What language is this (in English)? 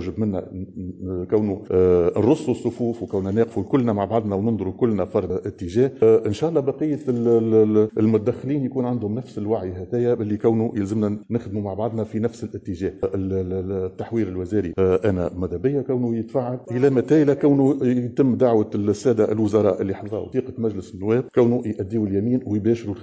Tunisian Arabic